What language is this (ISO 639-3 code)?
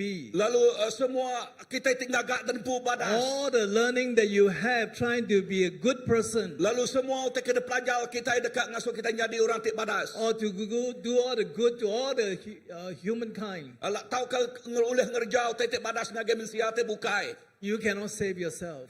iba